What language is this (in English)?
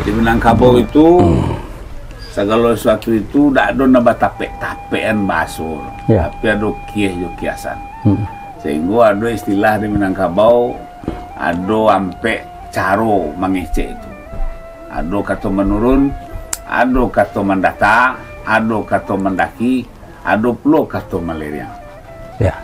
Minangkabau